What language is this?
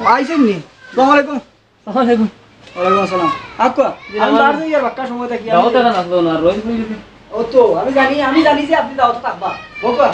Sylheti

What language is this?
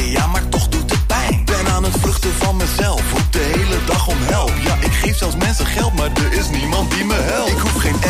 Dutch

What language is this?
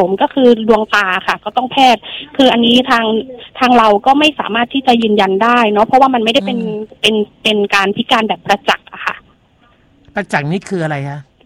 Thai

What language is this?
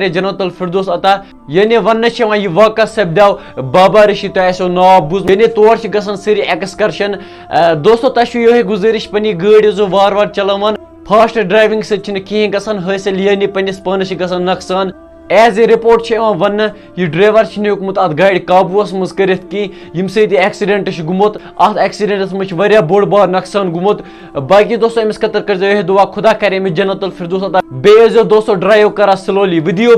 Kashmiri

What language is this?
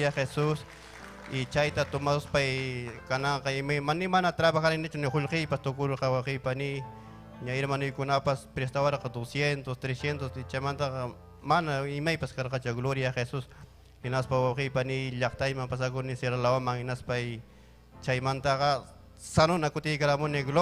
Ayacucho Quechua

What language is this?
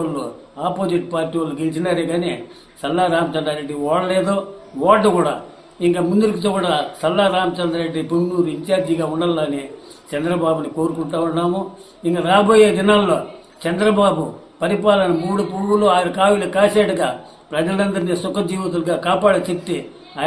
Telugu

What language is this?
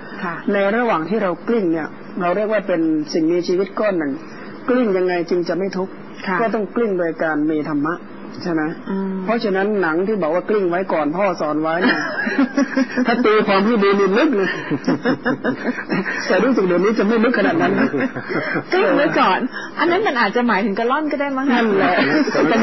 Thai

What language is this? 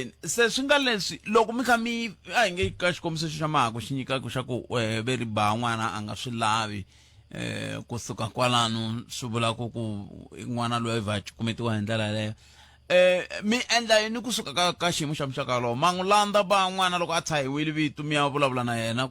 Tsonga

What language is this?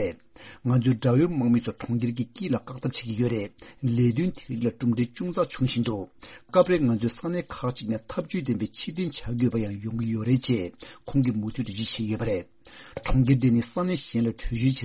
Tibetan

